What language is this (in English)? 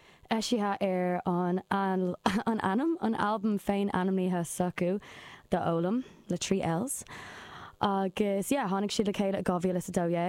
Irish